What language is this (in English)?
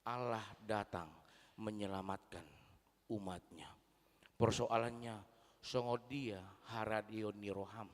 Batak Toba